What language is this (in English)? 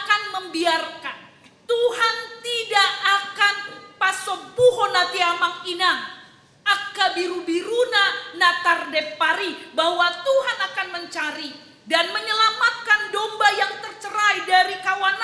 Batak Toba